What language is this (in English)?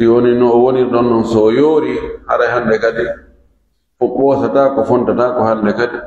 Pular